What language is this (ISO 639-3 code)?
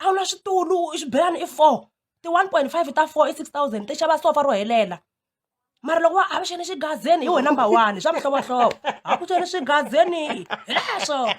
tso